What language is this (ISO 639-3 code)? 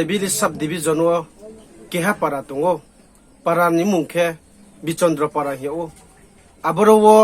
ria